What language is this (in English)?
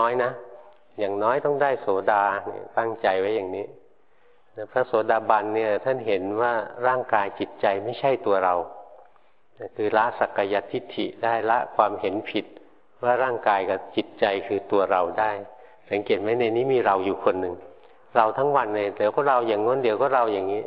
Thai